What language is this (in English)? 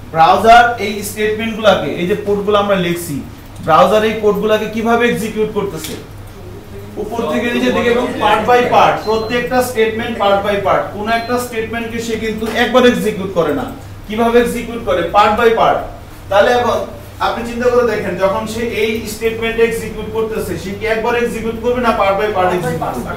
Bangla